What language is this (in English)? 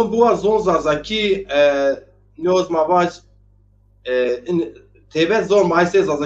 Zaza